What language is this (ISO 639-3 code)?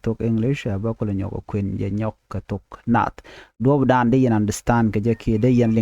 nus